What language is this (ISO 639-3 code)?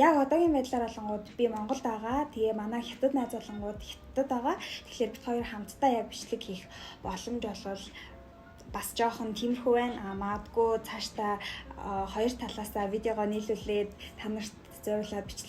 mon